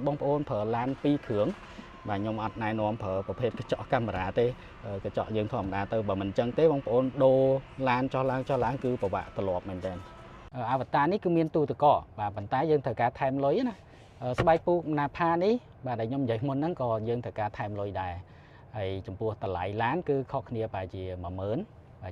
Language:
Khmer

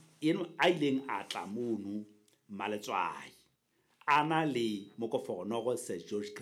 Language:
Southern Sotho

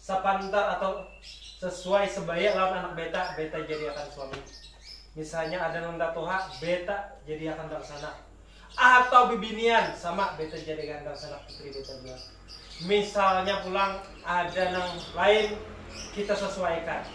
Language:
Banjar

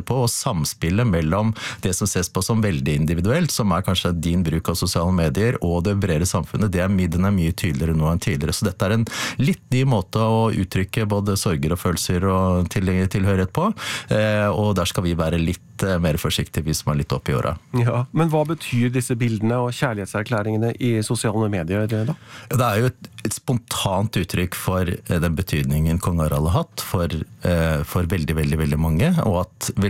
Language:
Norwegian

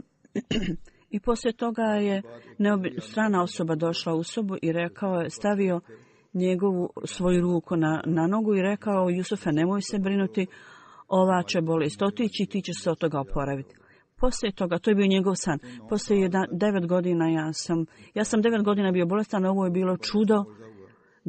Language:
Bosnian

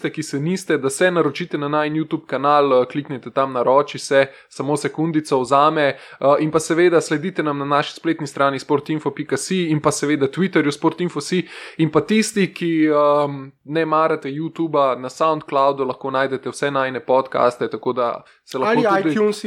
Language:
Slovenian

